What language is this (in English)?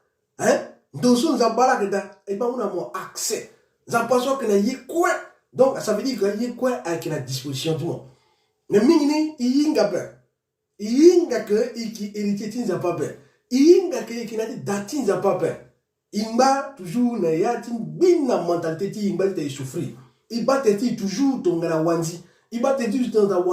Sango